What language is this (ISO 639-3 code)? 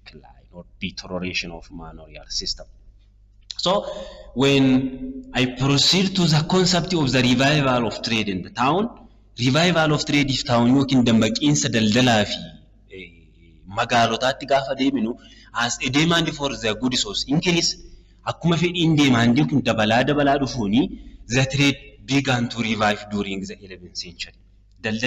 orm